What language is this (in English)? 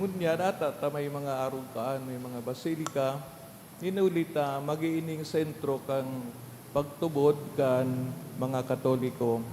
Bikol